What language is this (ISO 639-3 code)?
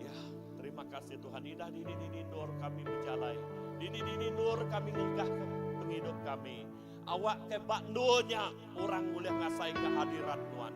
iba